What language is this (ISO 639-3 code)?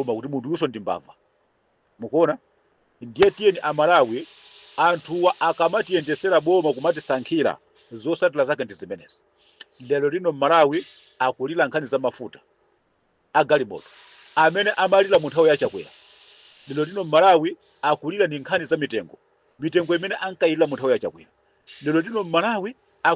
nya